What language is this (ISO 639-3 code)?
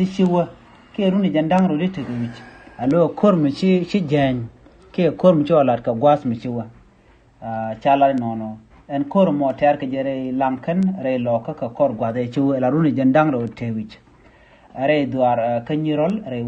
nus